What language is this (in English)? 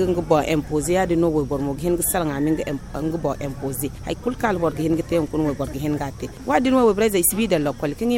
Zarma